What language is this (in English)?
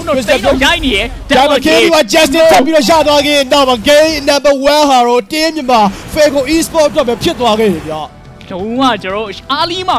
Burmese